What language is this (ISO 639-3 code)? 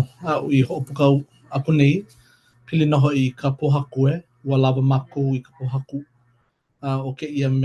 haw